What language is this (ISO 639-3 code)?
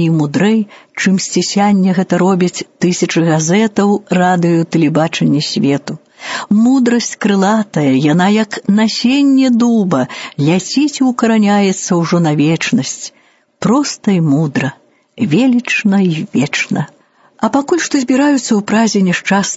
bel